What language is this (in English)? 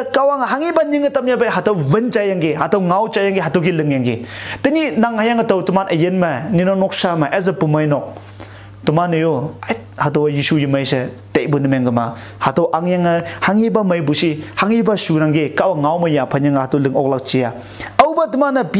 Konyak Naga